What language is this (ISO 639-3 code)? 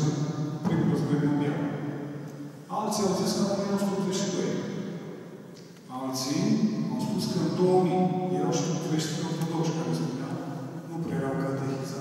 ron